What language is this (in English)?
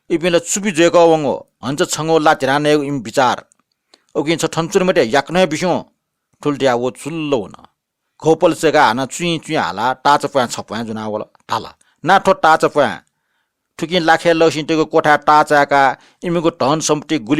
Newari